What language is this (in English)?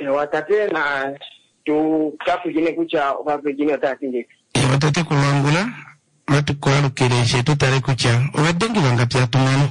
Kuanyama